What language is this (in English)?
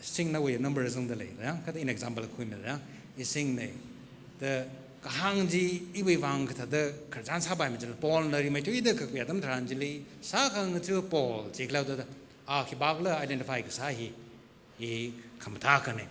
Tangkhul Naga (India)